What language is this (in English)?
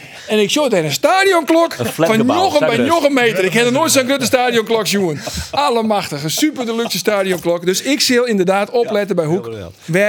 Western Frisian